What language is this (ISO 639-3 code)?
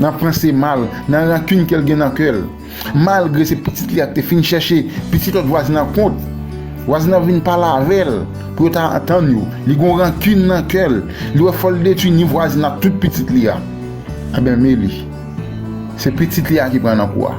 hat